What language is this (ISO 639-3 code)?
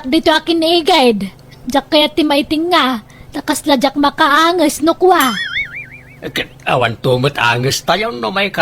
ilo